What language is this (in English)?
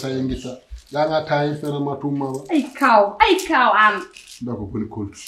Fula